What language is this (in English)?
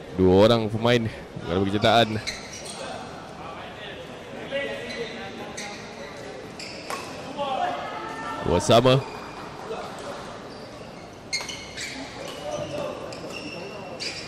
Malay